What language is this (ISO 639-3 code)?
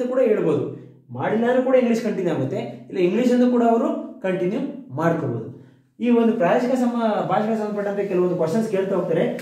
kan